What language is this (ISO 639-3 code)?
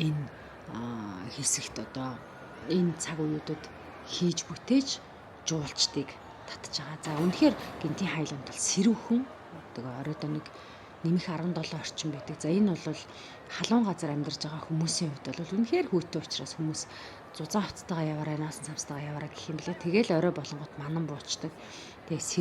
mon